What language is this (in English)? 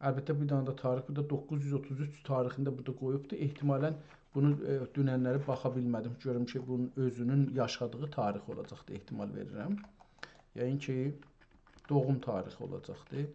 South Azerbaijani